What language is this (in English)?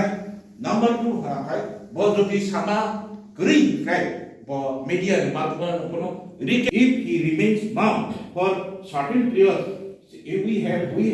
Kok Borok